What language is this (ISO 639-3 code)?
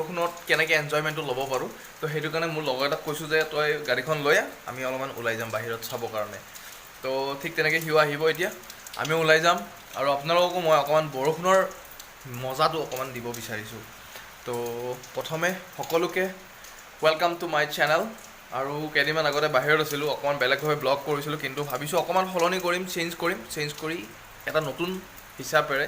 asm